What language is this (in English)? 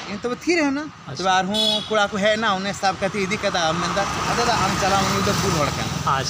Santali